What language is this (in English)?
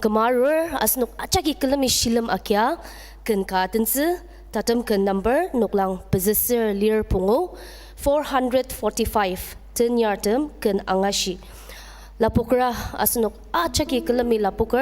Ao Naga